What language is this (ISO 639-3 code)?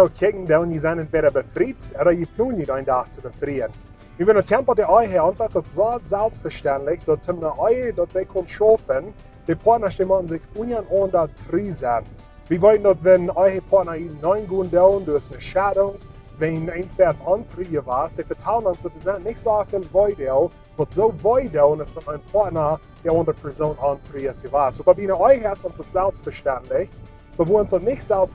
pdt